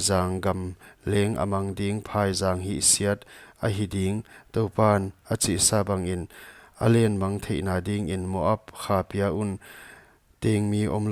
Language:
Paite Chin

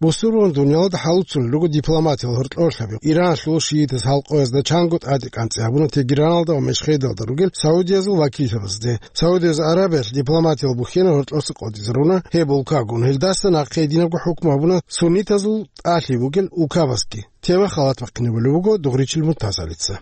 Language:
Avaric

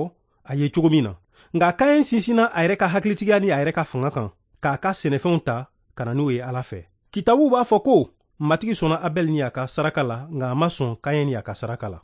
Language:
Bambara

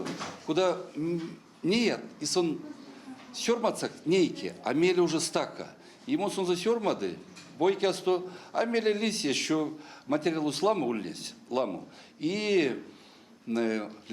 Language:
Erzya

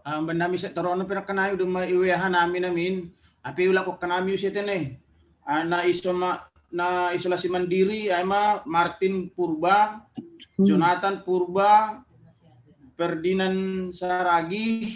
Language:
Batak Simalungun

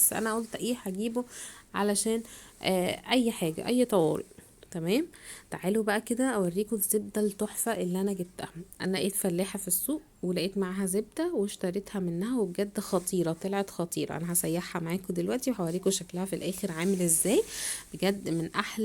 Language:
Egyptian Arabic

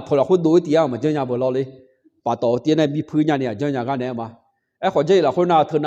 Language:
Akha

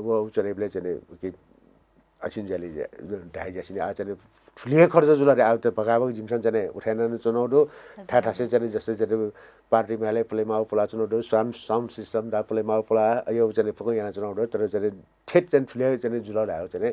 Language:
Newari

